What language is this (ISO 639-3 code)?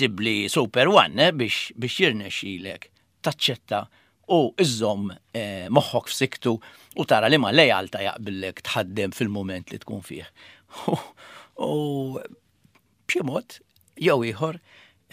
mlt